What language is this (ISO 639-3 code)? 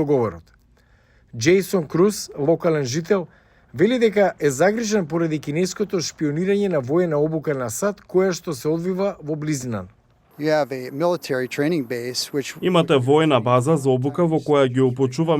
mkd